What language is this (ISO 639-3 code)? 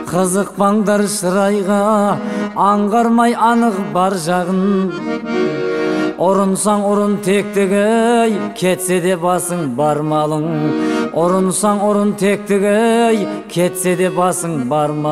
kaz